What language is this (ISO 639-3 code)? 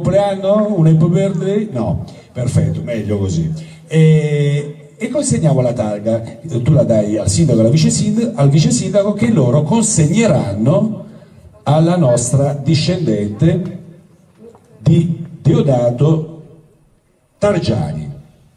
ita